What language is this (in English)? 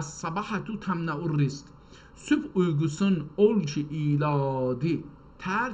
South Azerbaijani